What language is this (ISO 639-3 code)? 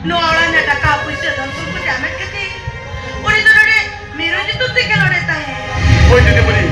sat